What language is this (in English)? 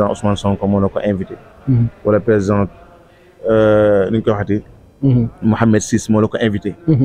Wolof